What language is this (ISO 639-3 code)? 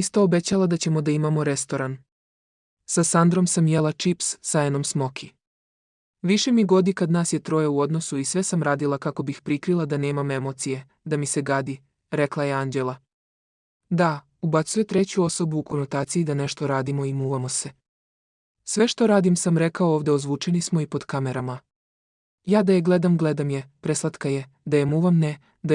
srp